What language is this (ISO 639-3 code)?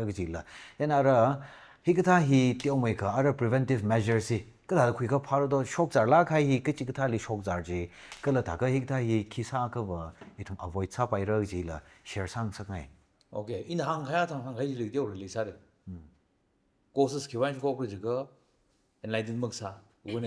nmf